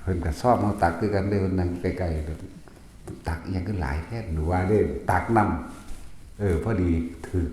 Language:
Northeastern Thai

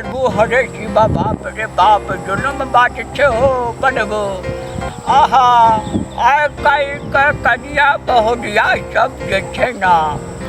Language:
Maithili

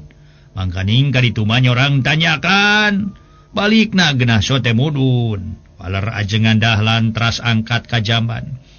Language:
Sundanese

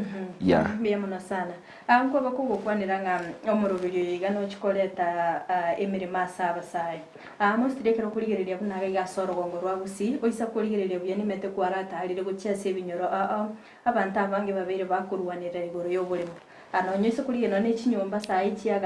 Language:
Gusii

